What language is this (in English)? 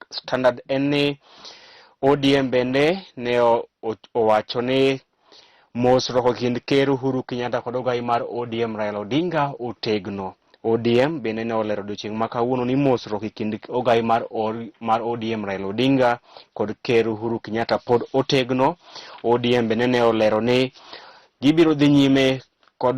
Luo (Kenya and Tanzania)